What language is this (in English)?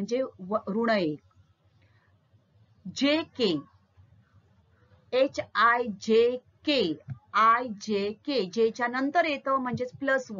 Marathi